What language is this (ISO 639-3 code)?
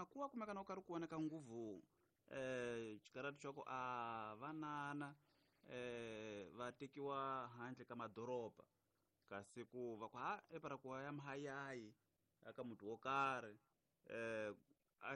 tso